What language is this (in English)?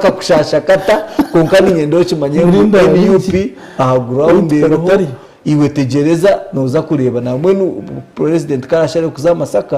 Nyankole